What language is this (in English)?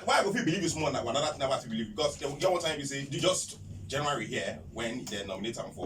Nigerian Pidgin